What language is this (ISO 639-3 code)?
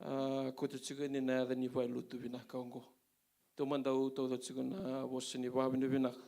fij